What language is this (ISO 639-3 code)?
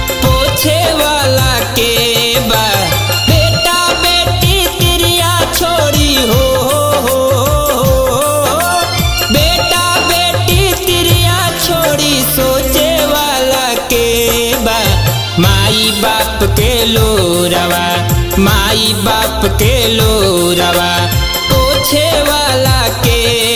bho